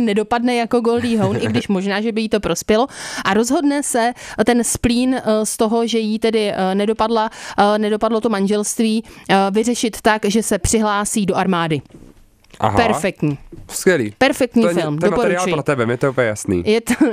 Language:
Czech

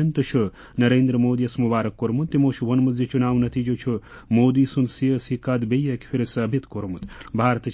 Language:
Kashmiri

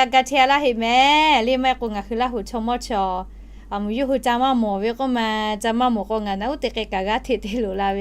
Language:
Lahu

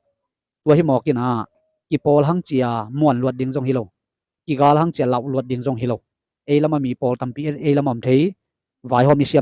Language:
Tedim Chin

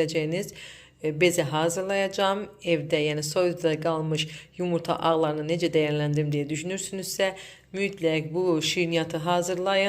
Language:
Azerbaijani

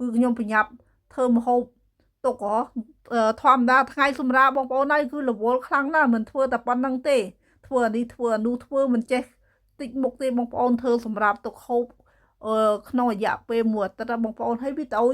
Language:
Khmer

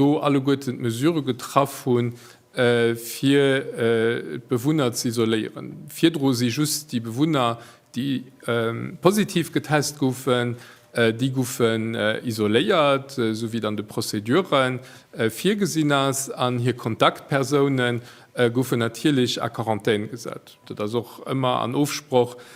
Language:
Luxembourgish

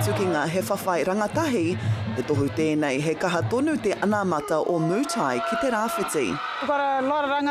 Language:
Māori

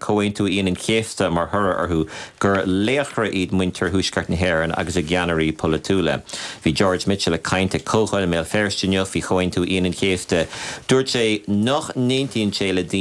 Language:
Irish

